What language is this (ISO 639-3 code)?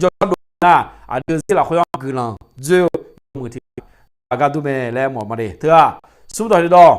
ahk